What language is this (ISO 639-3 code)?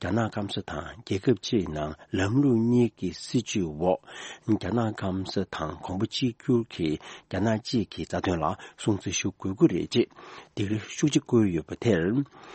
bod